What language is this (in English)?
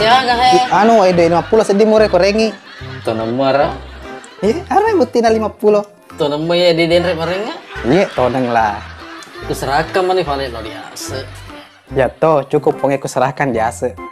Buginese